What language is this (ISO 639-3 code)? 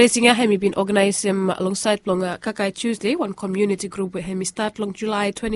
bis